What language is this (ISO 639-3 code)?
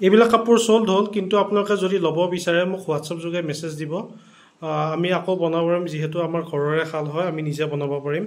asm